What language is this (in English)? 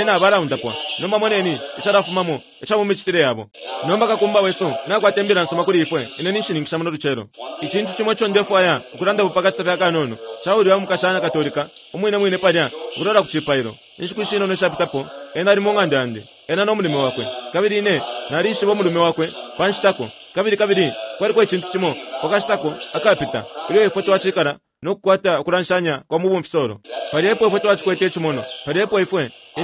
Bemba